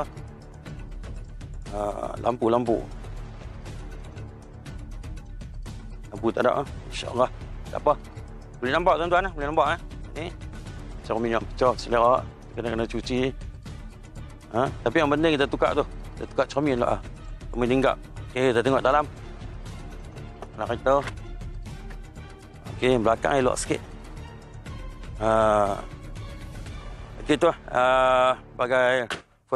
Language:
Malay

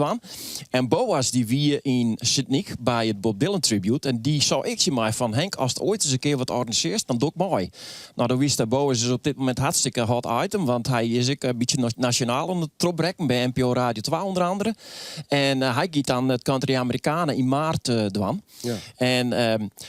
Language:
Western Frisian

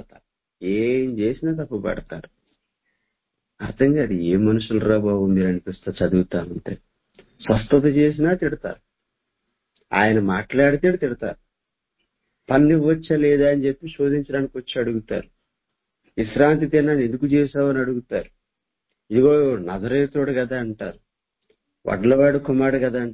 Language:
Telugu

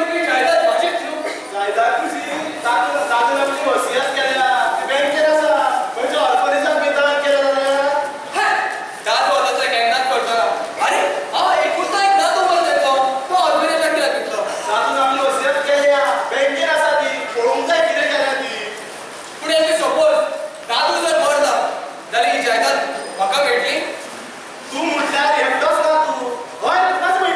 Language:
Konkani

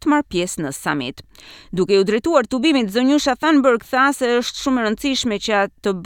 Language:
Albanian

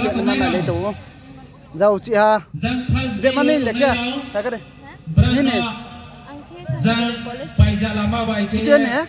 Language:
Riang (India)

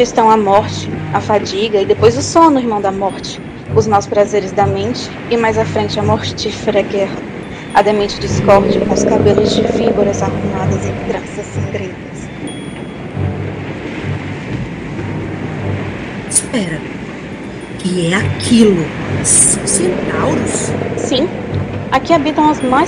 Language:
Portuguese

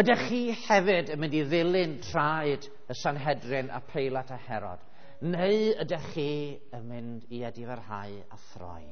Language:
Welsh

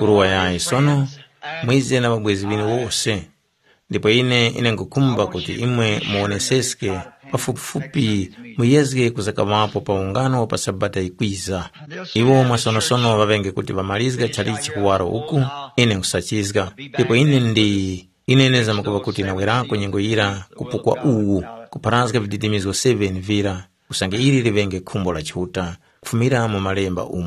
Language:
Tumbuka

